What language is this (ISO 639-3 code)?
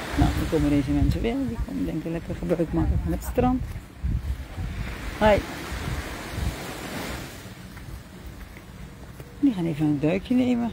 nld